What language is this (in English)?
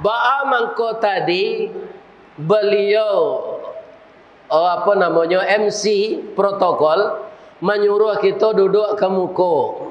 Minangkabau